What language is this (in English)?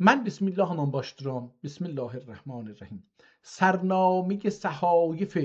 South Azerbaijani